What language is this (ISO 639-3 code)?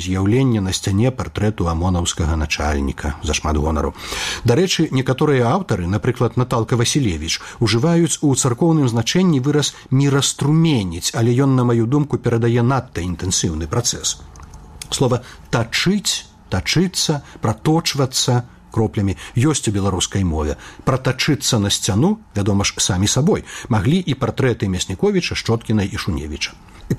bel